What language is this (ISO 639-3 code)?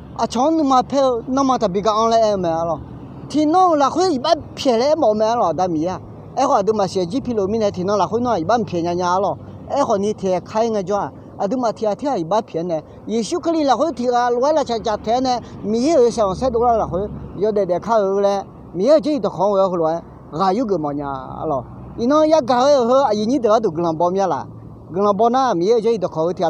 ahk